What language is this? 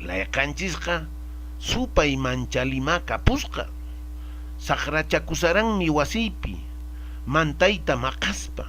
Quechua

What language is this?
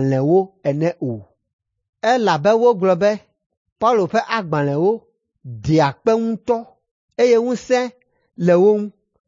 Ewe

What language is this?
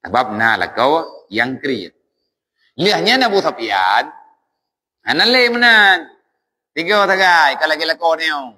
Achinese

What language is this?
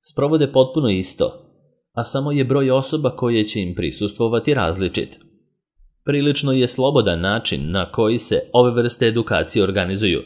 Serbian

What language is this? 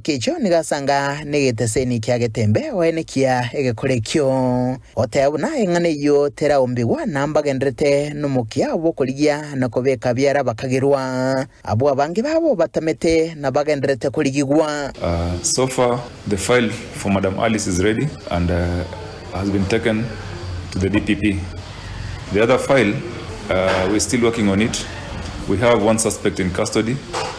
Gusii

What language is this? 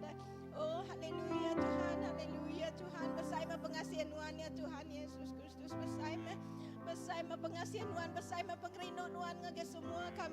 Iban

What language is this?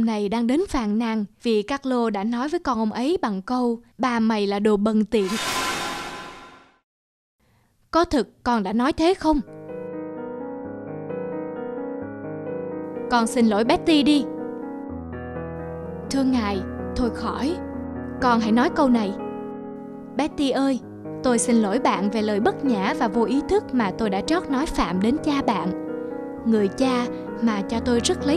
Vietnamese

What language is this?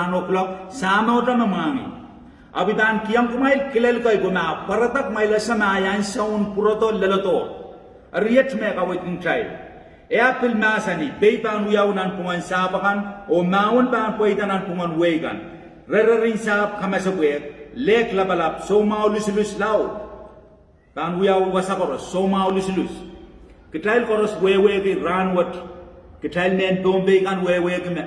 Pohnpeian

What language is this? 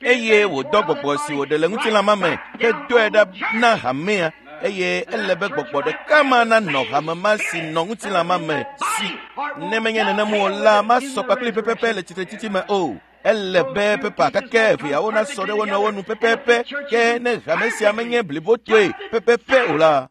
Ewe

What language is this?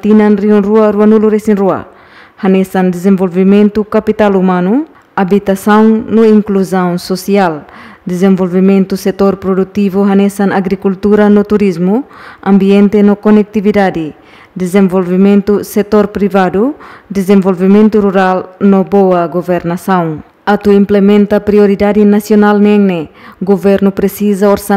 Tetum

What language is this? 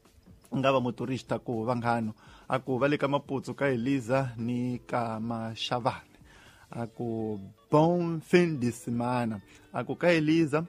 Tsonga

